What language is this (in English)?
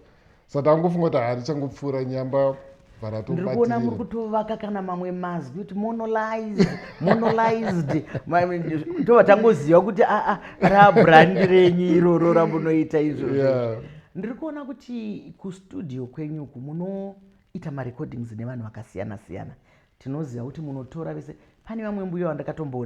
Shona